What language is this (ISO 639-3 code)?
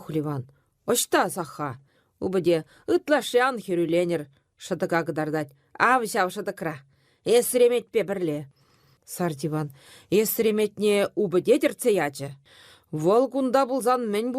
chv